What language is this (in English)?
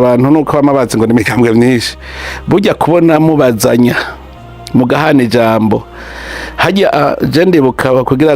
Rundi